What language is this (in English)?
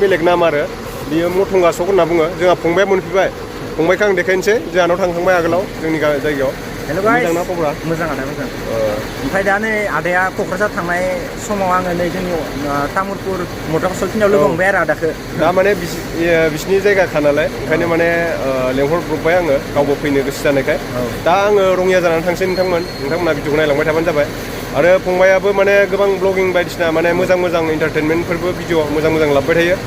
Bodo